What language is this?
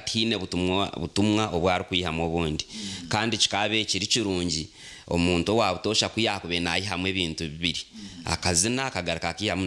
Nyankole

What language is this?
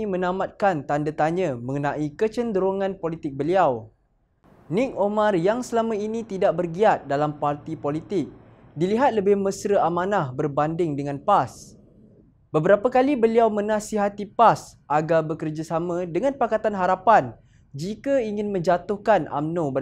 Malay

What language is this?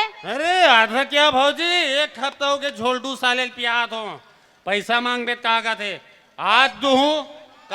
Chhattisgarhi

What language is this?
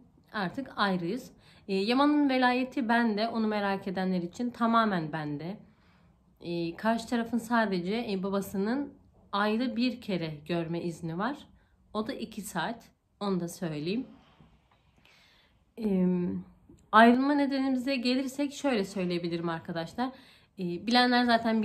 Turkish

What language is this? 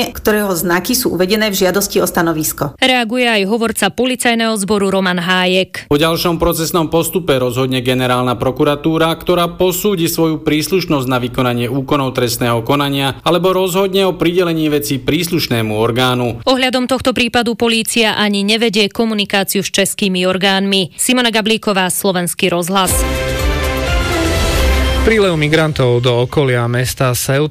Slovak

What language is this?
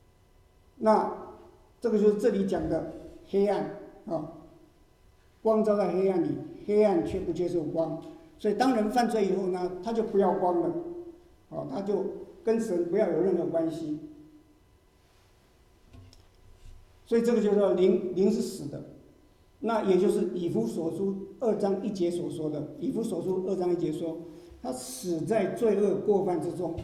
Chinese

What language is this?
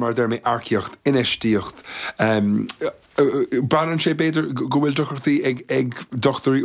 Irish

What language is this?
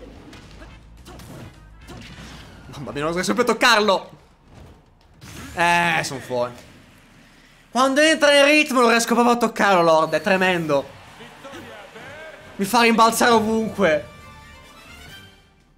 Italian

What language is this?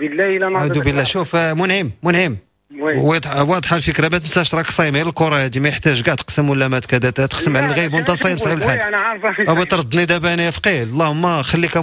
Moroccan Arabic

